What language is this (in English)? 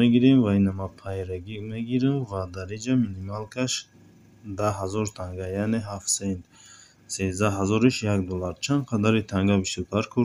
Tajik